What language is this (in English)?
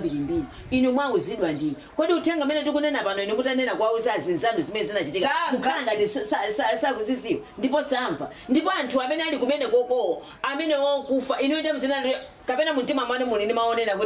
Nyanja